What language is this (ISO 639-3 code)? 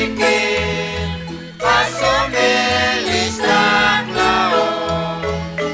kek